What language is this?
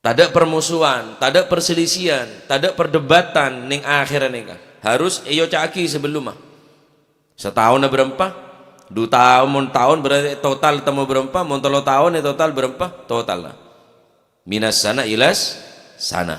Madurese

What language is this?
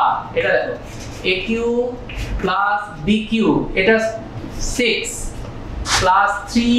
Bangla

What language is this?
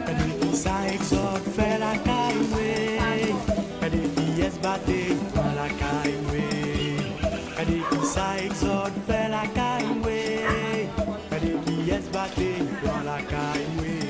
Haitian Creole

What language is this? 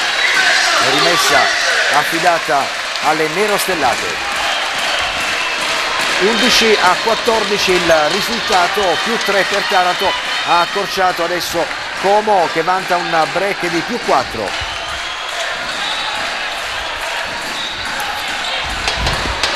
Italian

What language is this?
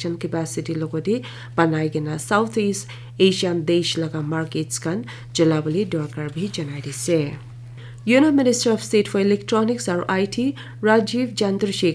Naga Pidgin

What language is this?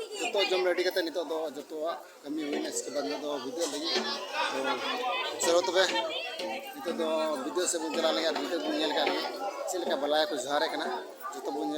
Santali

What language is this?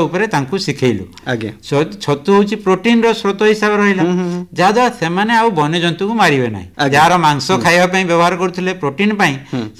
Odia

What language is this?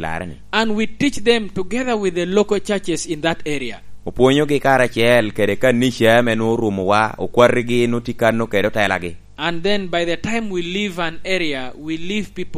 Lango (Uganda)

